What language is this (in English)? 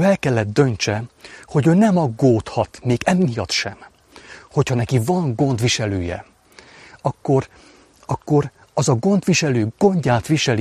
Hungarian